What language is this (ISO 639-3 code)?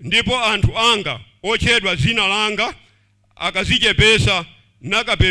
nya